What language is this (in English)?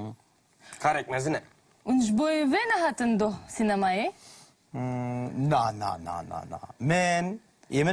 Kurdish